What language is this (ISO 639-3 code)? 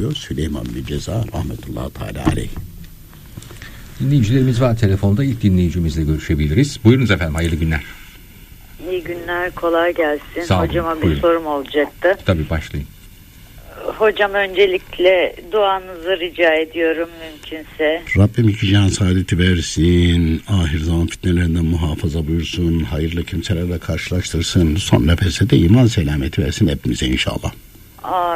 tur